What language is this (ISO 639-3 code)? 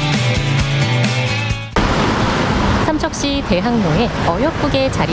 kor